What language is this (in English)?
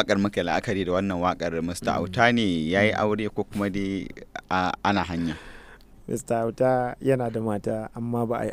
Hausa